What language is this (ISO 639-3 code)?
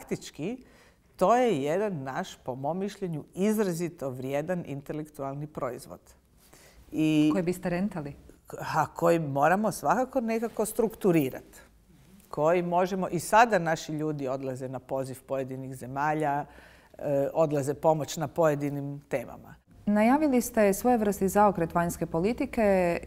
bos